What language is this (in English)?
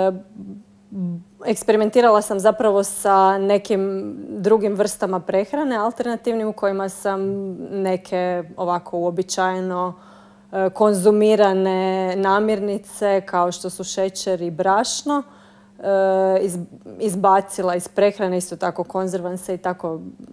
Croatian